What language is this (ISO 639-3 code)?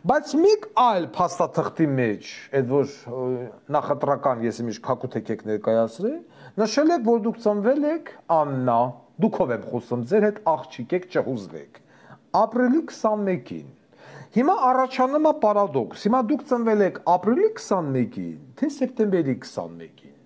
hye